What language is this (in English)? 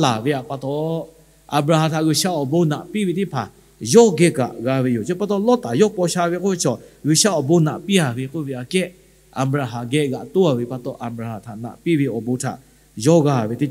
Lahu